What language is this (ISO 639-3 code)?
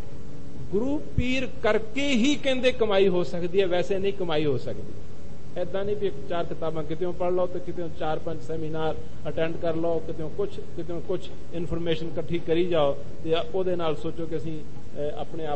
pan